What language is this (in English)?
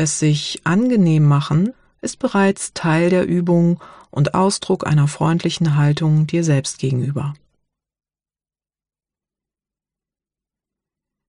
German